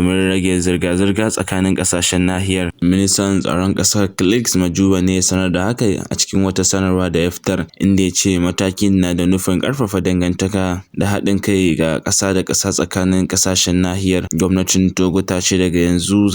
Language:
Hausa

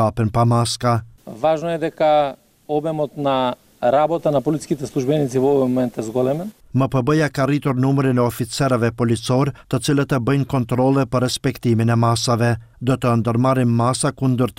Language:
Albanian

